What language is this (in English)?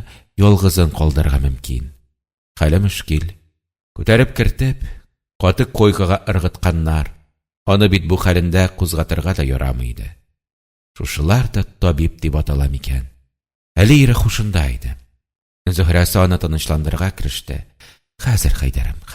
Tatar